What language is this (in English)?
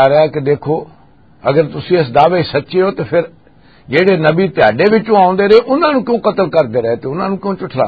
Western Panjabi